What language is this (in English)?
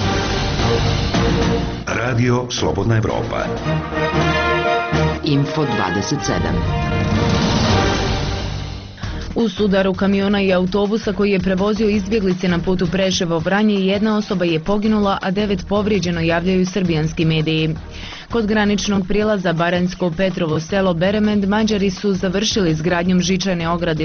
Bosnian